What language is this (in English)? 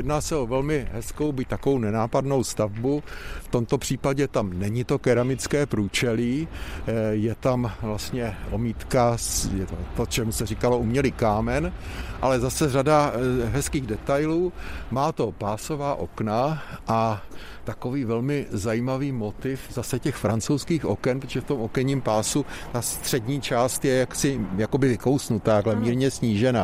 Czech